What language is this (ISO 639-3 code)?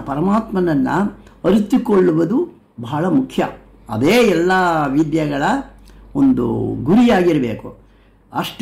kan